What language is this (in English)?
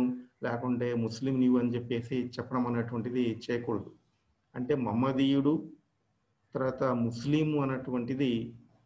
Telugu